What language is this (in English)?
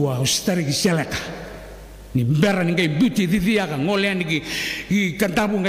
Fijian